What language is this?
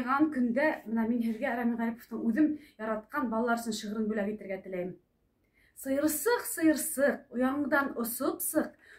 Bashkir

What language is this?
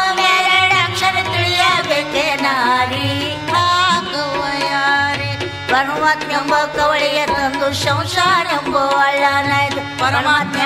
Kannada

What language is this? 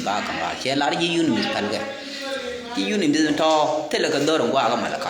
Nuer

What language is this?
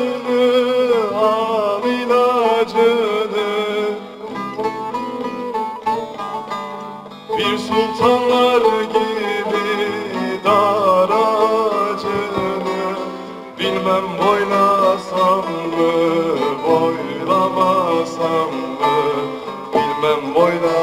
Turkish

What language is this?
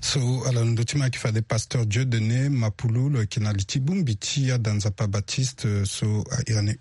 Sango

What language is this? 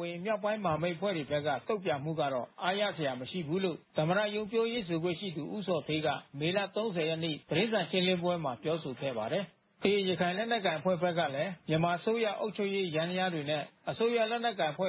Burmese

